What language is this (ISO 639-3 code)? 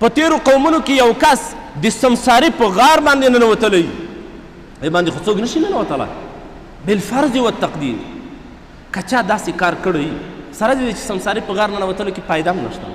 pus